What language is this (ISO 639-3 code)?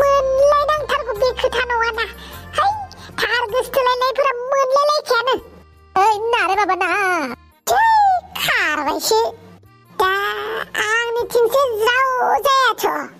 brx